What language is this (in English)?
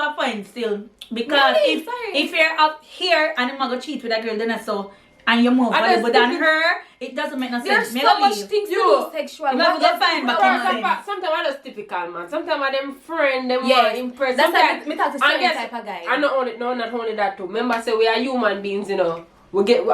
Jamaican Creole English